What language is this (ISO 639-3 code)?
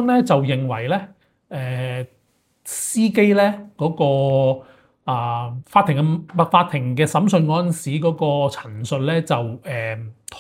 yue